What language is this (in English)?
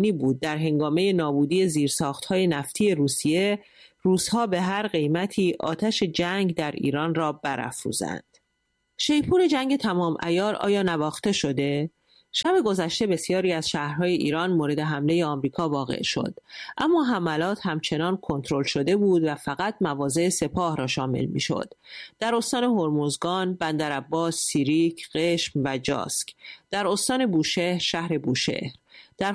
Persian